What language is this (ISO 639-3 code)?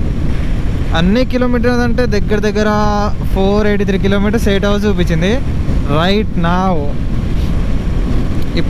tel